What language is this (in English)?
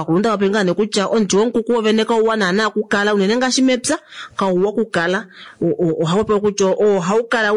Kuanyama